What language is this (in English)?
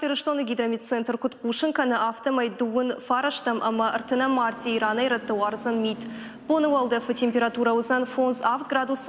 Ossetic